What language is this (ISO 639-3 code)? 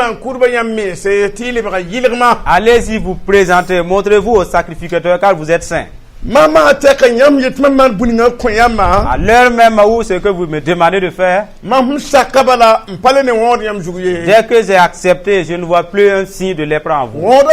mos